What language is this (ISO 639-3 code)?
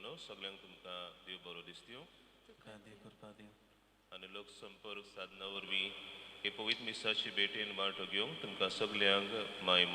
kok